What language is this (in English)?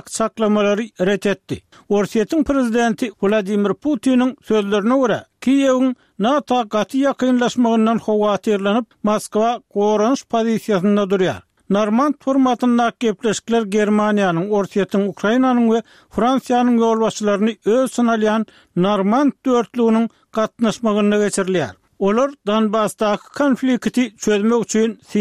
Turkmen